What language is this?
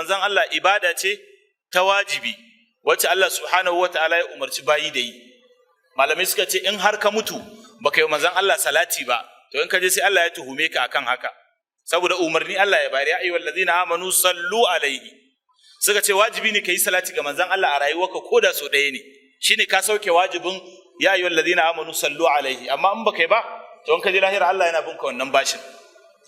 Hausa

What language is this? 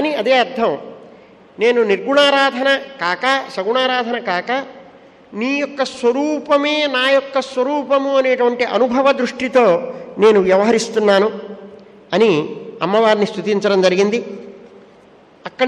Telugu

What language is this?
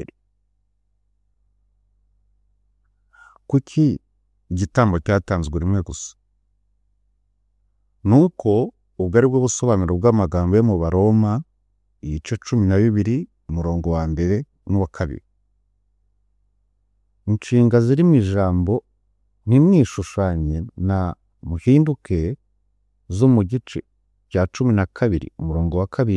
Kinyarwanda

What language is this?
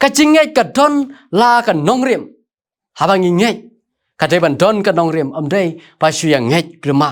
Khasi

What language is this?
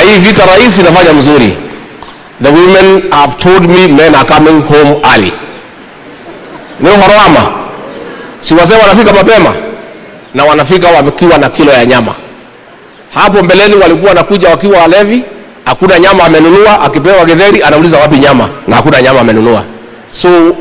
Swahili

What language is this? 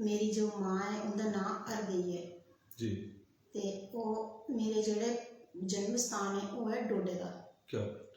Dogri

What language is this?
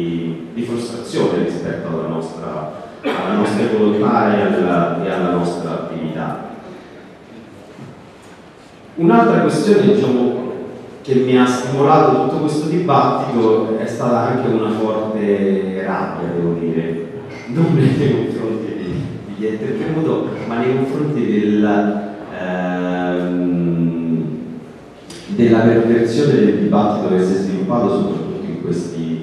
Italian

